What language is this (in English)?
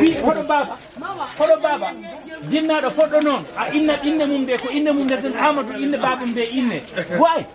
Fula